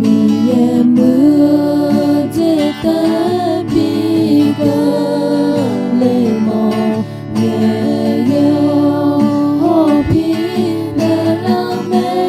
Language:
Akha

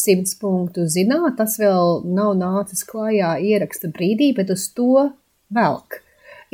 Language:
Latvian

